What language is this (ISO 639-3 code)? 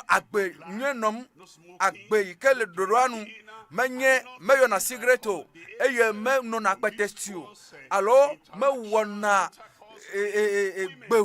ewe